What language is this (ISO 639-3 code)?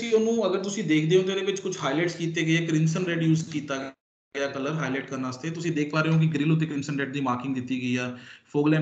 pan